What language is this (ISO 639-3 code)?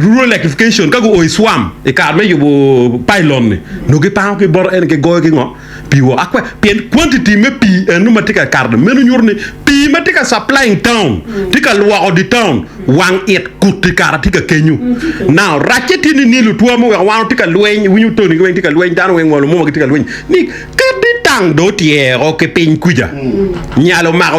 ach